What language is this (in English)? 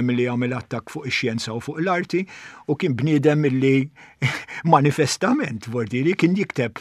Maltese